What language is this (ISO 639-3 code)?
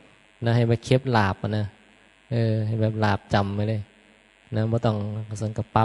tts